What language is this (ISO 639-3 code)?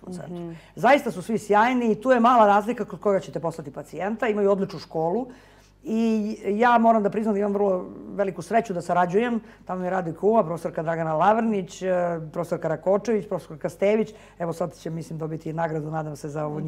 srp